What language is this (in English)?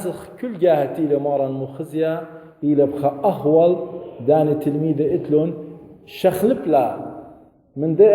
Assyrian Neo-Aramaic